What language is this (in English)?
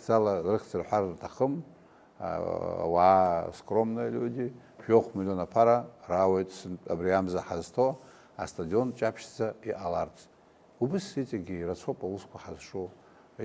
Abkhazian